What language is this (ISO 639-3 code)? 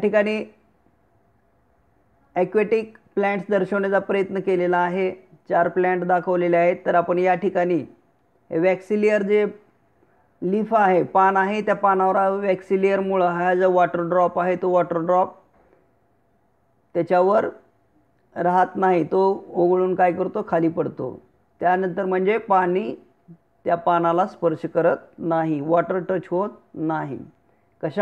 mar